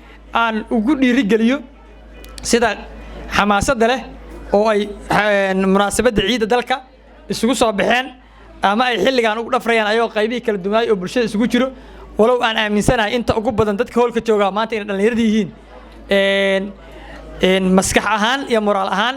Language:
Somali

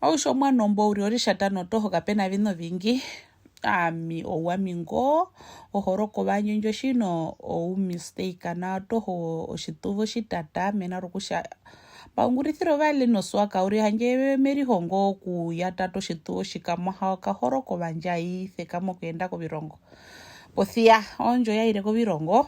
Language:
Herero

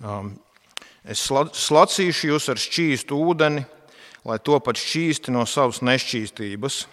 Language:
Latvian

